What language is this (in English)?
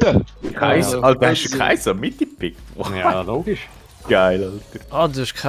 Swiss German